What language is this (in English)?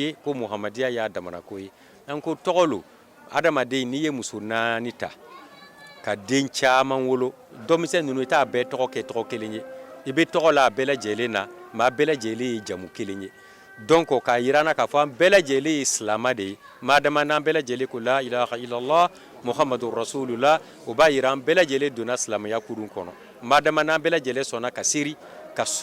Bambara